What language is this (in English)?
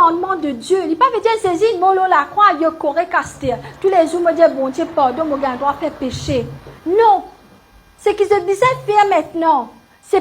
Morisyen